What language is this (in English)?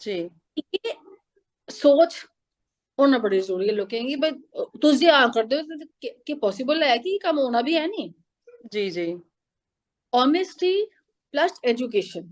Dogri